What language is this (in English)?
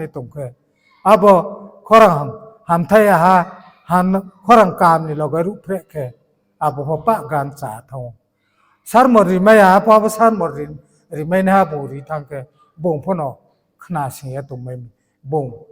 Riang (India)